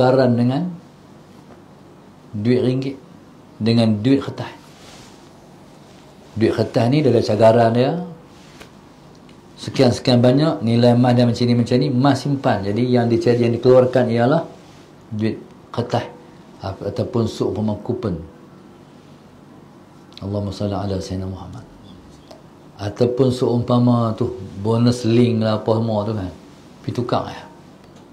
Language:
Malay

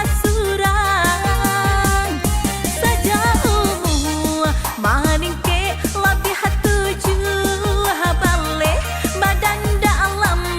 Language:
Minangkabau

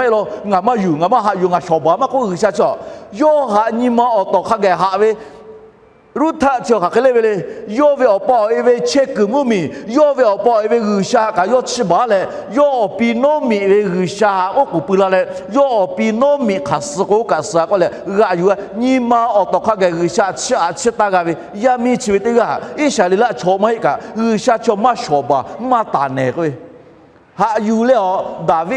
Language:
Lahu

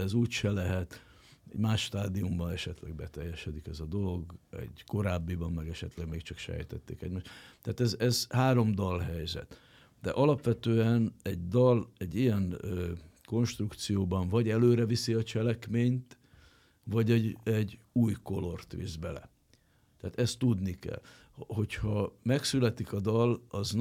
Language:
Hungarian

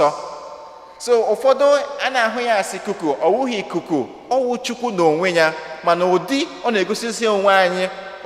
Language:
Igbo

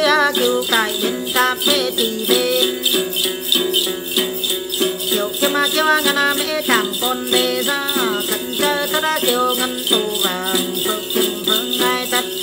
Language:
Vietnamese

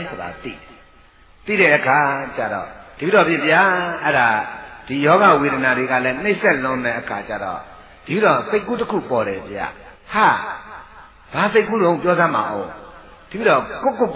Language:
Burmese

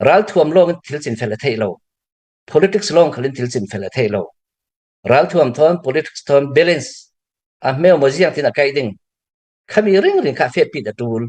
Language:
Hakha Chin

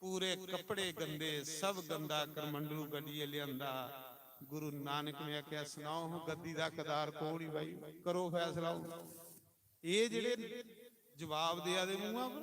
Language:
Dogri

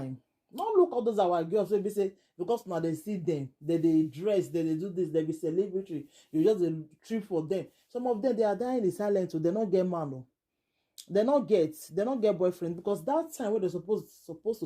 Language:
Nigerian Pidgin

